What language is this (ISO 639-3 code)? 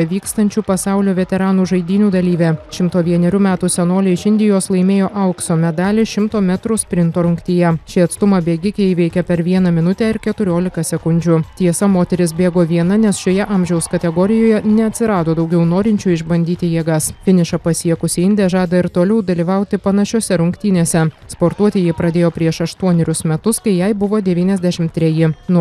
lit